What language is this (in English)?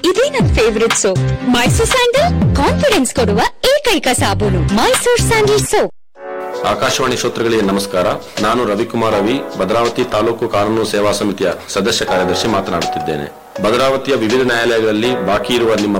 Kannada